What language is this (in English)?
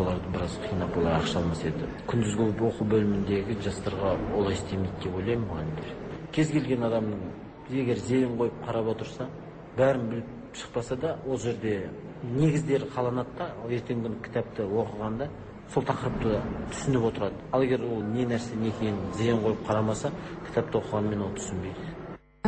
Kazakh